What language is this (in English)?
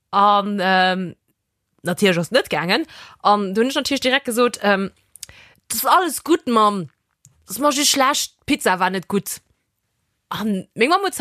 Luxembourgish